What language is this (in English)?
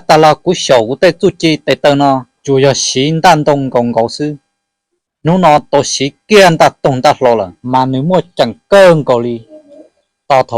Hmong